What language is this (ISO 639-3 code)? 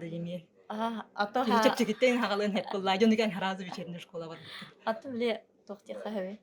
sah